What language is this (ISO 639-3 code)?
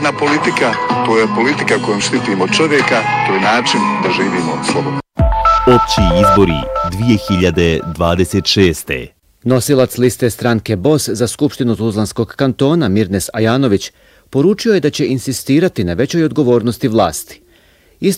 bos